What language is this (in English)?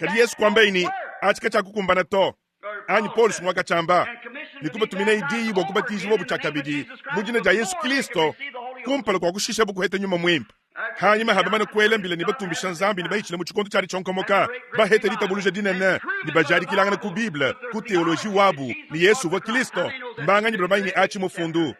Luba-Lulua